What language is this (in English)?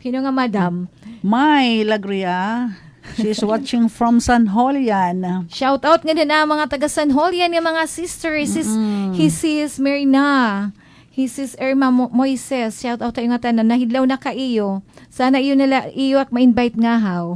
Waray